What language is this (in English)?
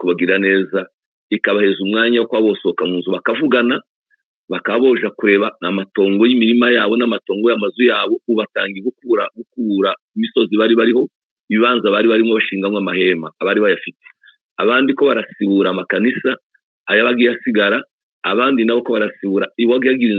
Kinyarwanda